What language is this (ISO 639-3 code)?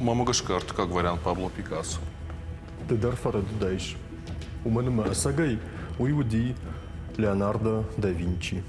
oss